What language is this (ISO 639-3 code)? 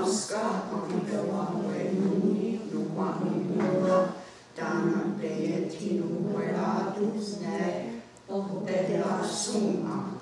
moh